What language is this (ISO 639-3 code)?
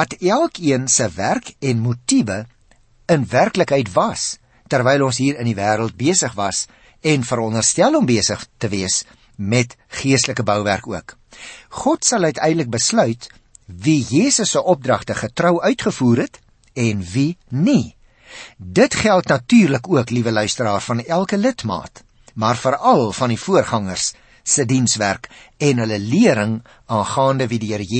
afr